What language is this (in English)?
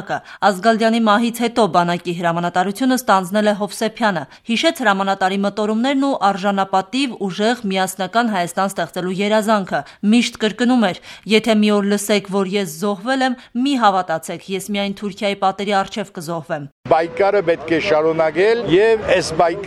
Armenian